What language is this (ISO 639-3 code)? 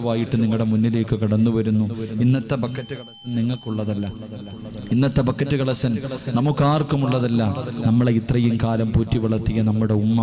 mal